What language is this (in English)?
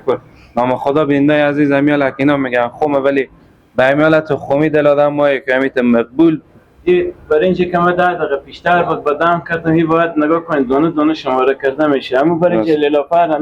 Persian